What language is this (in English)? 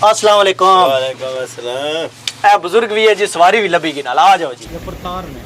Pahari-Potwari